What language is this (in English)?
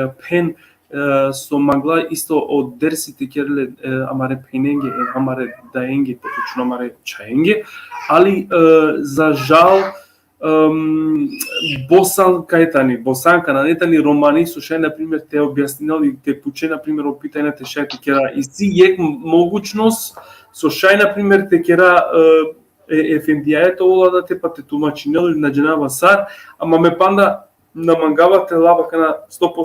Balkan Romani